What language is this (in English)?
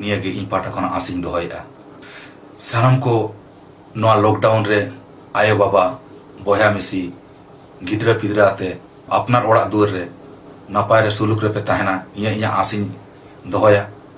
Santali